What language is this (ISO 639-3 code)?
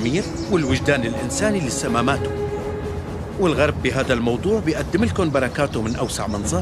apc